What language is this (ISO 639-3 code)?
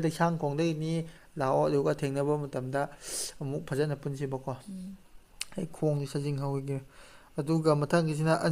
mni